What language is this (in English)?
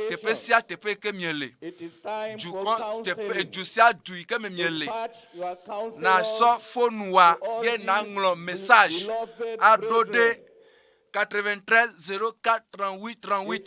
Ewe